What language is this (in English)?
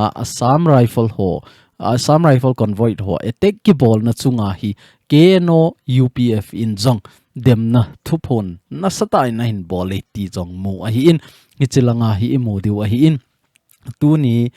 Thado Chin